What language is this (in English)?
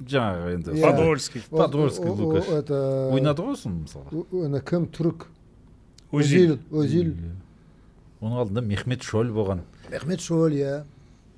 Kazakh